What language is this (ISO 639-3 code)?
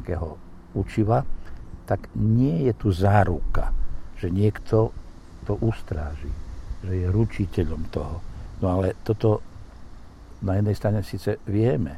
slk